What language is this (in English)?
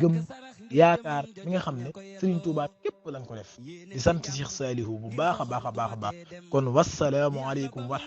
Wolof